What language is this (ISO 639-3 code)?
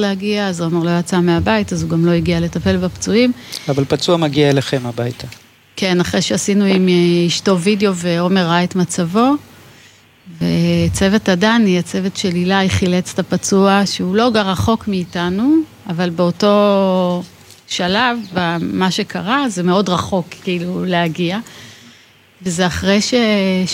heb